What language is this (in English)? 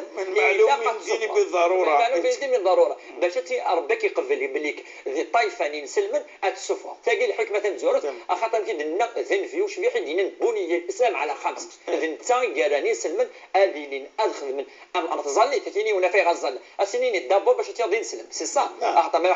Moroccan Arabic